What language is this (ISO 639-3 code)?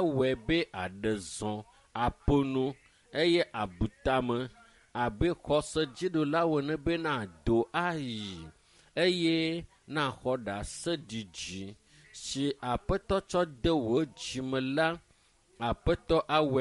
ewe